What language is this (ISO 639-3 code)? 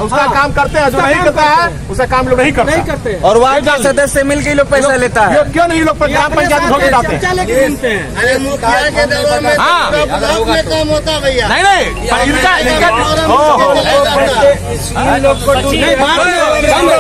hin